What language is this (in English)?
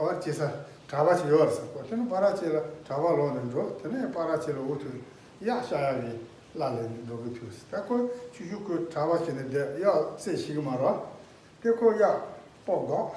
Tibetan